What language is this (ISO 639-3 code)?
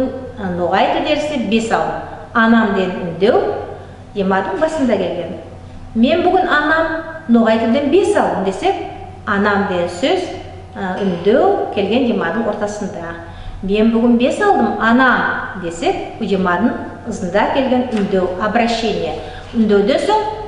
nog